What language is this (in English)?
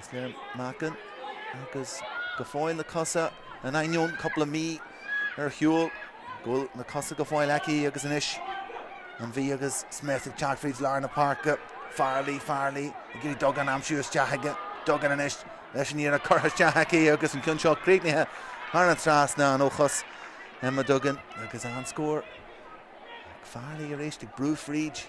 Irish